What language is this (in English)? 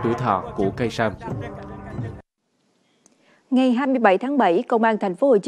Vietnamese